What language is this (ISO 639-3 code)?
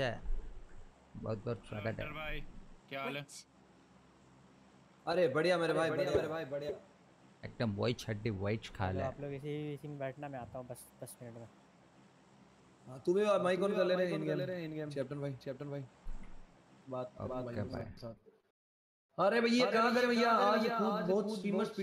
hin